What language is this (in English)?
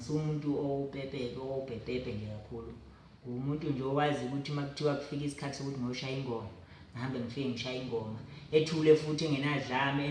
Zulu